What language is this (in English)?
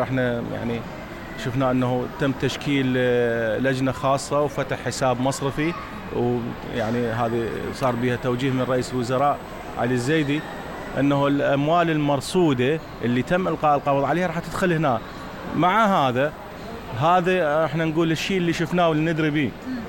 Mesopotamian Arabic